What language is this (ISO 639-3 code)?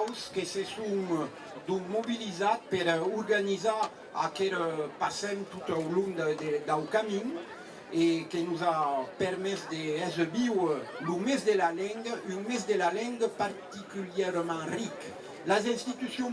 oci